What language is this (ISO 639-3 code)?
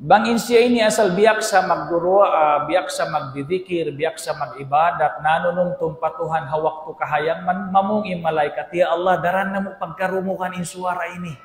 tsg